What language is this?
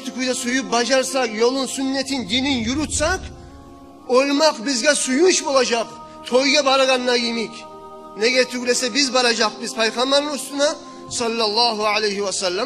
Kumyk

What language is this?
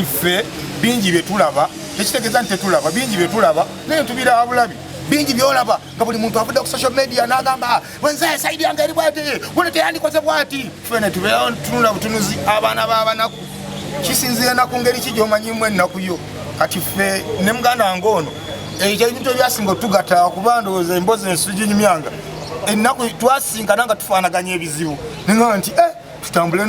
Ganda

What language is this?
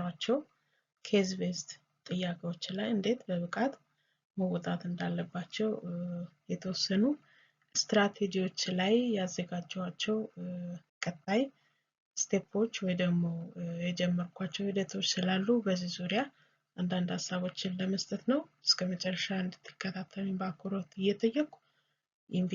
Amharic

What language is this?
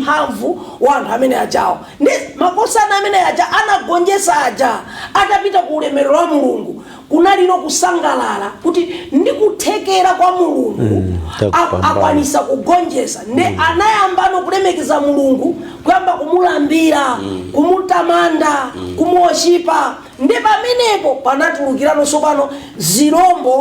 Nyanja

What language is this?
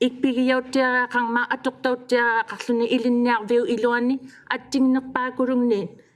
Inuktitut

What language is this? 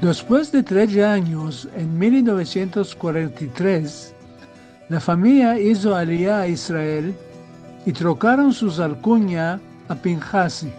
Ladino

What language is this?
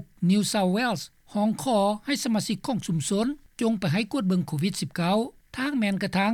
Lao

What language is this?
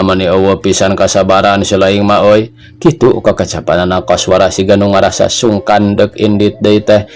Sundanese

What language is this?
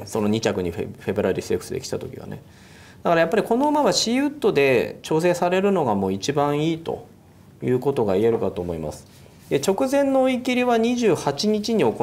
Japanese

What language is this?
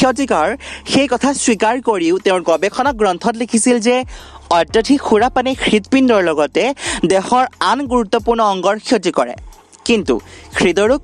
Assamese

